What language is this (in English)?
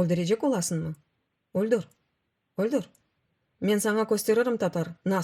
Crimean Tatar